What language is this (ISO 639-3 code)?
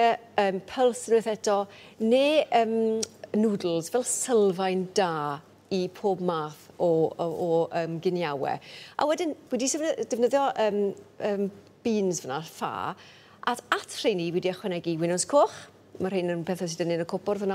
cym